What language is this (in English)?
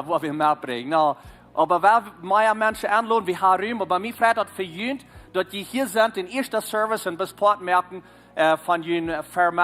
Plautdietsch